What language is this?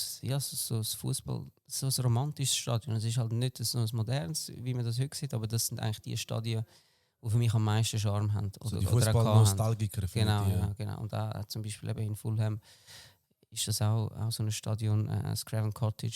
Swiss German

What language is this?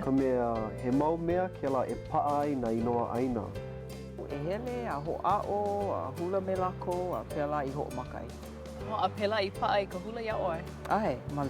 Hawaiian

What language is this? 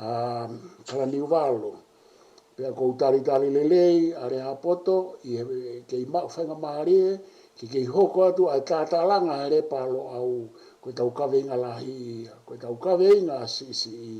Tongan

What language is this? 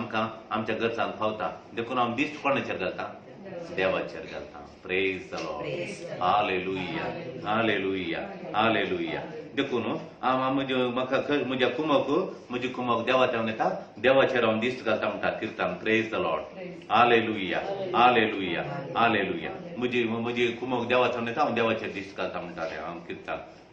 Konkani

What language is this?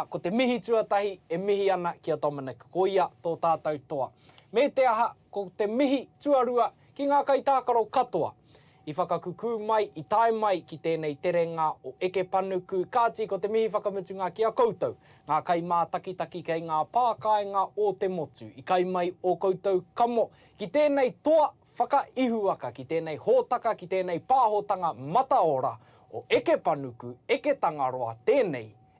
Māori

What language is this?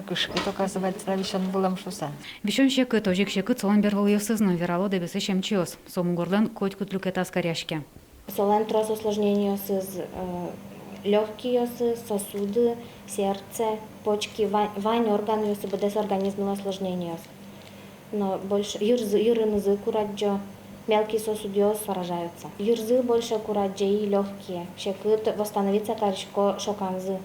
Udmurt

